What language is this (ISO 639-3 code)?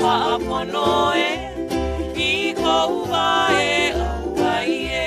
haw